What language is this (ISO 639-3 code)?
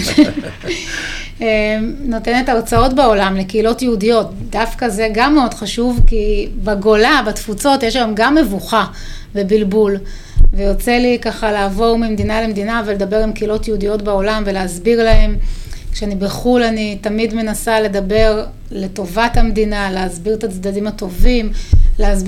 heb